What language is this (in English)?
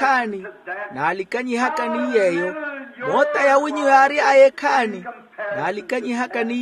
Makhuwa